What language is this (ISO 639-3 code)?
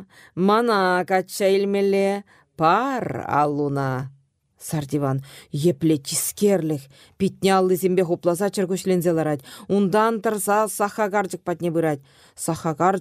chv